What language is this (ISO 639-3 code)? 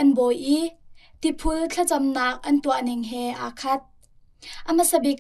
cnh